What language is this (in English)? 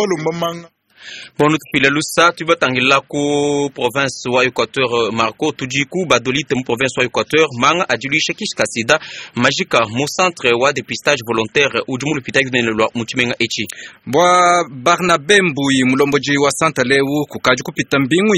Luba-Lulua